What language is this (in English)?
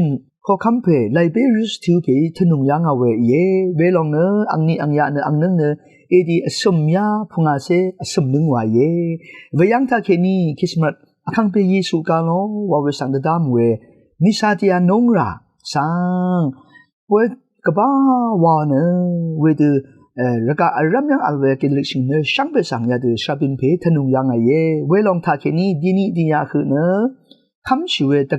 Rawang